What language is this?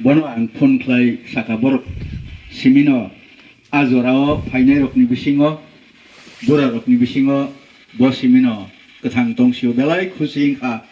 Kok Borok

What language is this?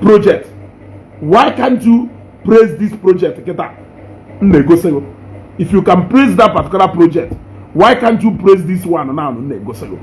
Igbo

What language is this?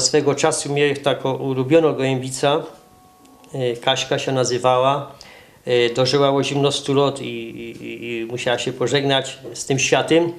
Silesian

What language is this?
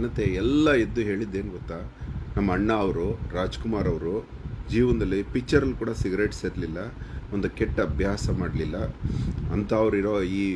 Kannada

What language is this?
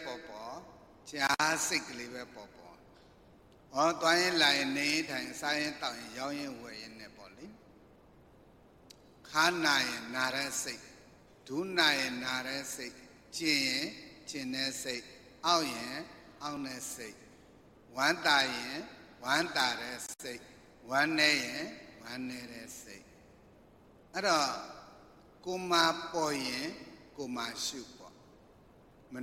Burmese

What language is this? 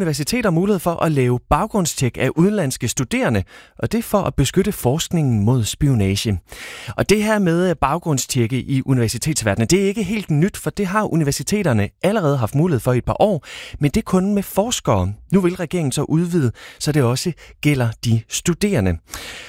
Danish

